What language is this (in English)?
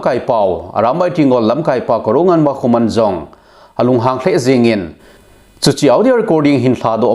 Thado Chin